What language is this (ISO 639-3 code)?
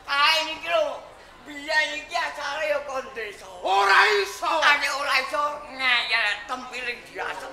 jav